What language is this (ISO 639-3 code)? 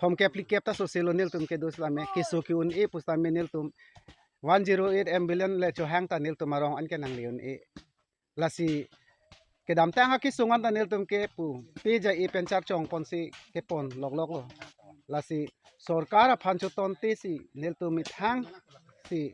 mjw